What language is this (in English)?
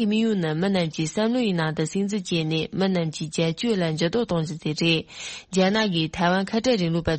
Tibetan